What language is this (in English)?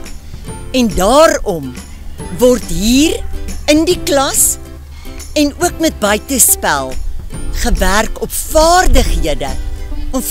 Afrikaans